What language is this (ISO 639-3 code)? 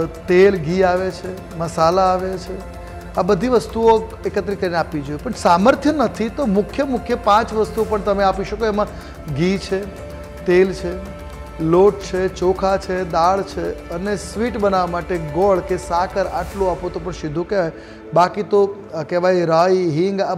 guj